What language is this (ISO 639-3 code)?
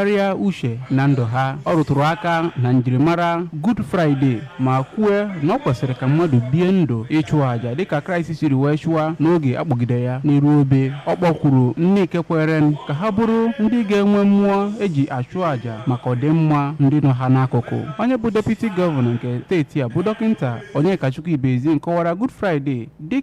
ibo